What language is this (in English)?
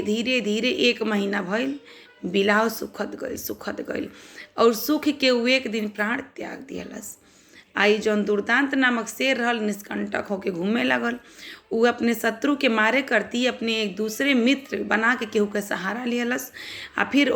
Bhojpuri